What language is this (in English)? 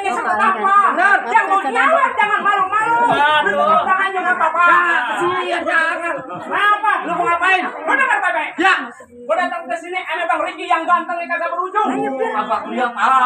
Betawi